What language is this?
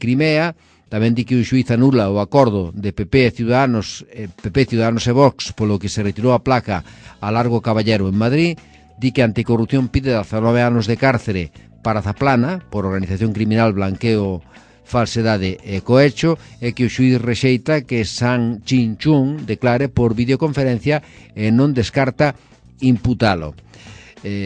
Galician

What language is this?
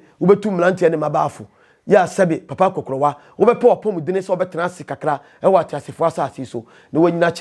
Akan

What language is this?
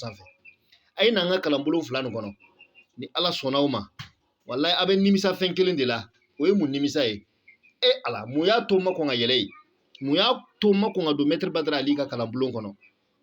Bambara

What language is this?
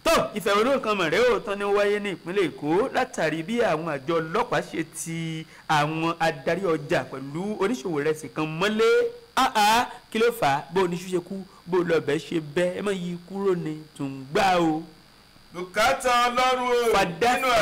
Yoruba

